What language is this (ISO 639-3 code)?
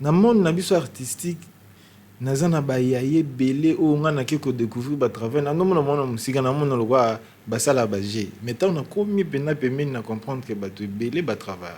lin